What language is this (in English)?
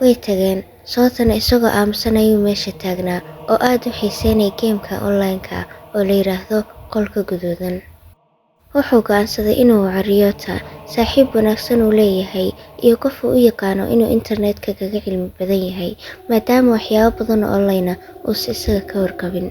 Somali